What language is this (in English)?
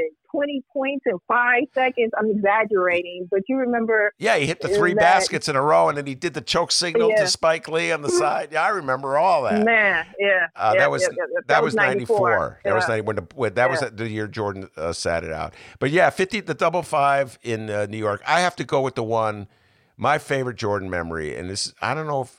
English